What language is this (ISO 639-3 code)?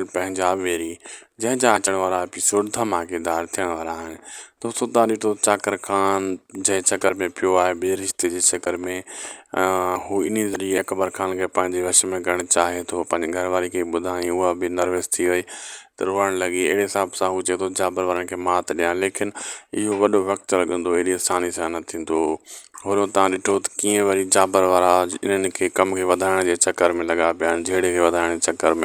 snd